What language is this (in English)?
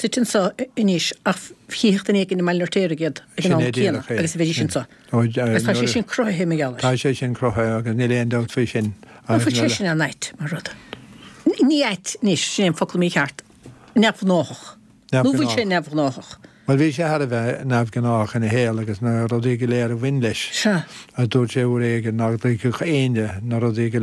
Irish